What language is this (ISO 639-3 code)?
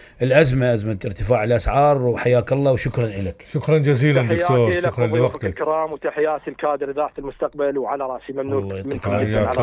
acm